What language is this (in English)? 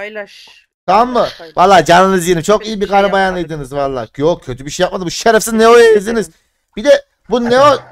Turkish